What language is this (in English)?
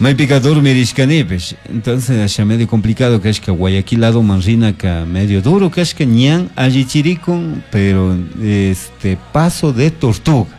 Chimborazo Highland Quichua